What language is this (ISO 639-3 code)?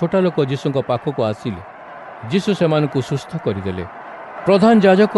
ori